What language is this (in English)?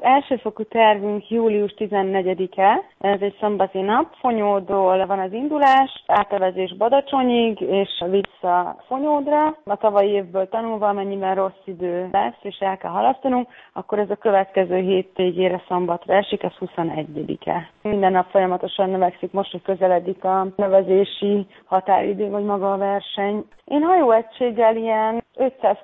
Hungarian